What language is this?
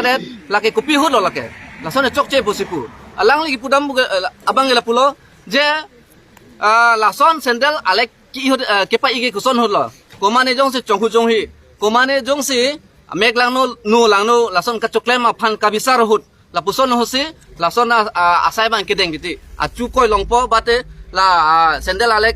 Karbi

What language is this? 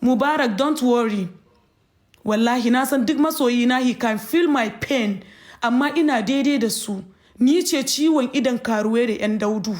Hausa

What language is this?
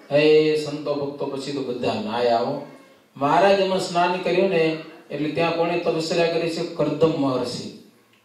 Gujarati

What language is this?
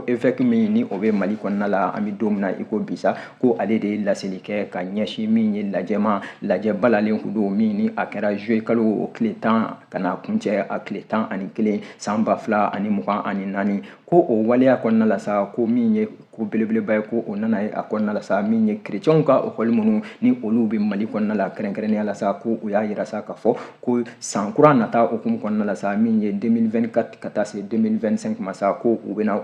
Bambara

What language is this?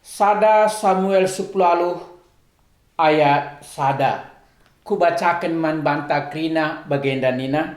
Batak Karo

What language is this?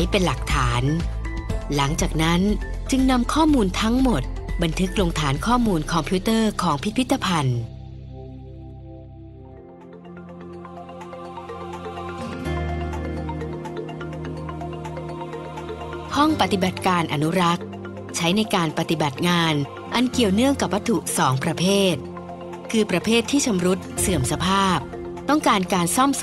Thai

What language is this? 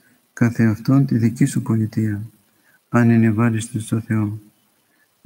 Greek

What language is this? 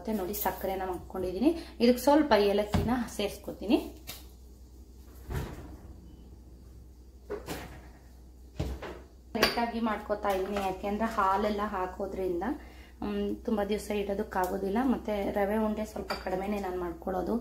Kannada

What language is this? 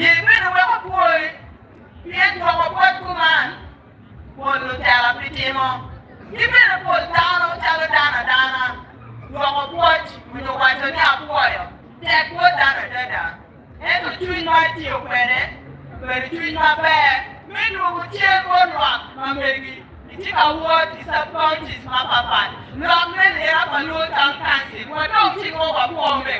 Acoli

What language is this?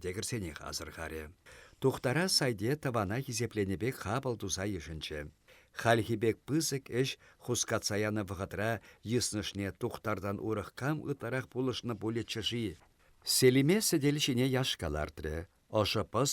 Chuvash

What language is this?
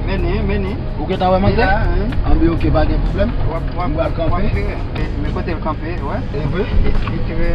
Haitian Creole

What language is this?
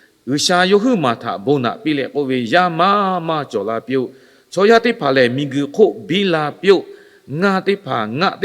Lahu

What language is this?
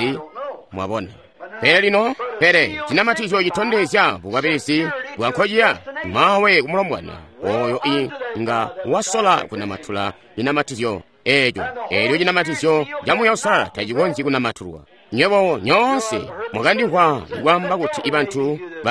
Tonga (Zambia)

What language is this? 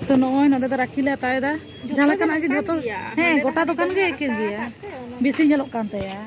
Santali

